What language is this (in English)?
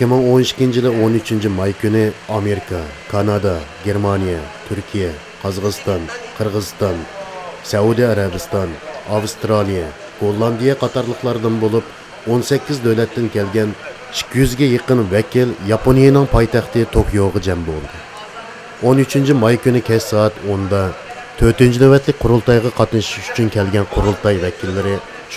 Uyghur